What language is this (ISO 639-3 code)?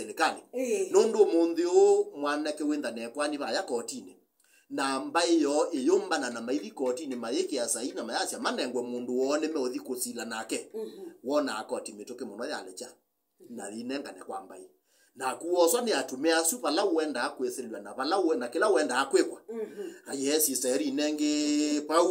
kam